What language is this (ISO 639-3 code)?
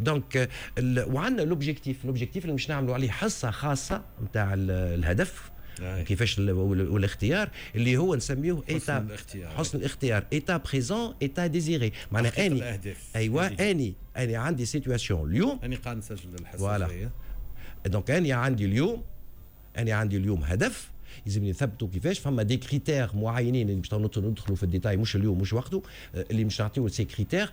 aeb